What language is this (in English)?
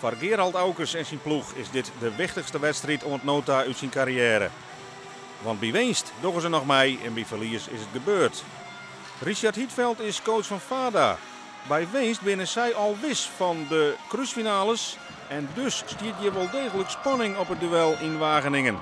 Western Frisian